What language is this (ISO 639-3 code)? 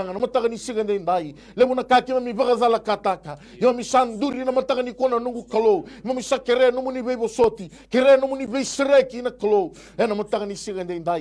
fij